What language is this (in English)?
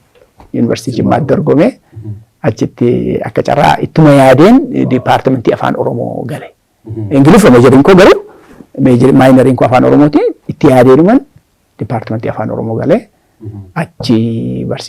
Oromo